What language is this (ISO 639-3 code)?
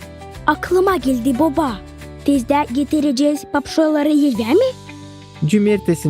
gag